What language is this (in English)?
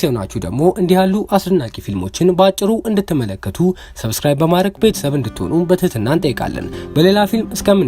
Amharic